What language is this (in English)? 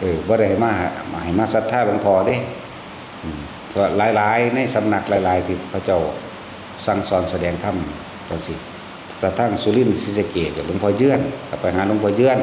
Northeastern Thai